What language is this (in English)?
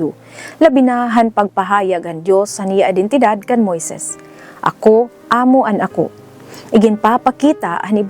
Waray